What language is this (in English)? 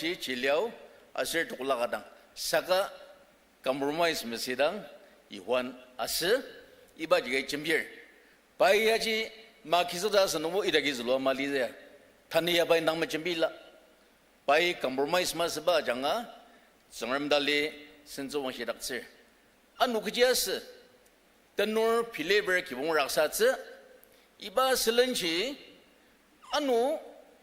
Ao Naga